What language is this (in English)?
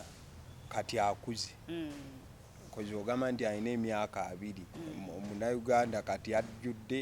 Ganda